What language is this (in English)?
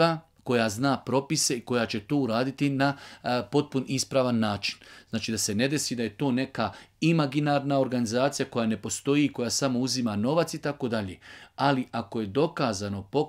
Bosnian